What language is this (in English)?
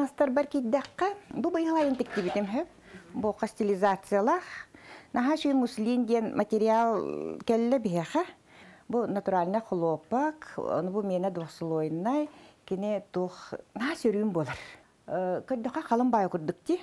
Yakut